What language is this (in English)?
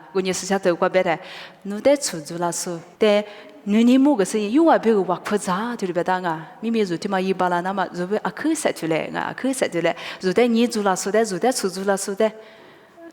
Lisu